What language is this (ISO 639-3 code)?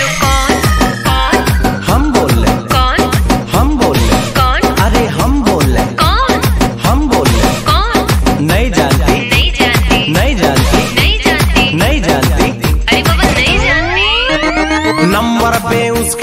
bho